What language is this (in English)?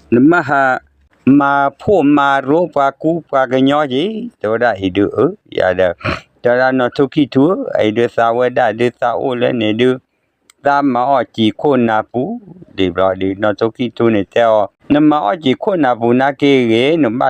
S'gaw Karen